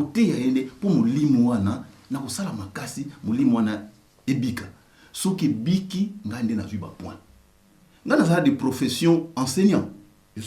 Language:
Lingala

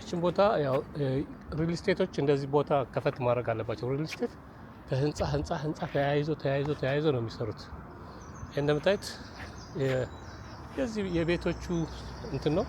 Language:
Amharic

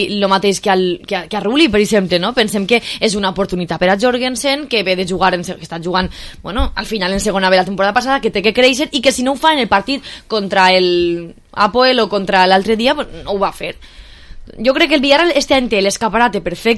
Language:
Catalan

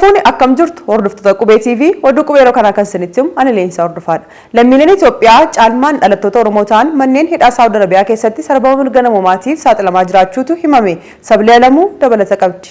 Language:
Oromo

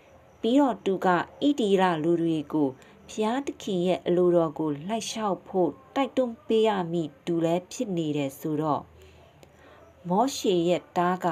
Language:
Burmese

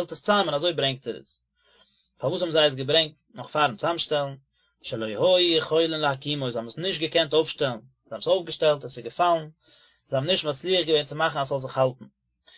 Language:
Yiddish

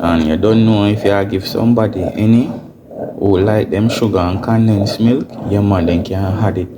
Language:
Jamaican Creole English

